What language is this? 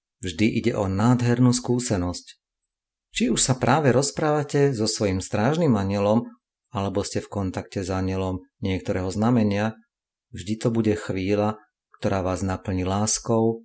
Slovak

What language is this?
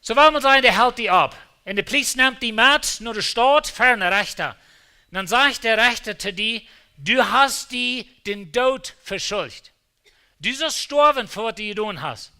Plautdietsch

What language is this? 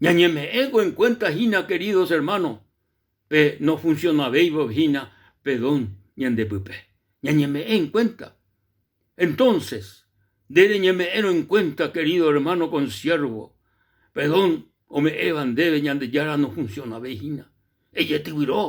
Guarani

